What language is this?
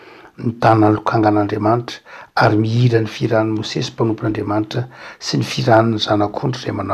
Malagasy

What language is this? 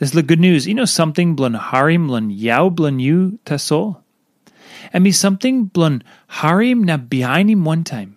Tok Pisin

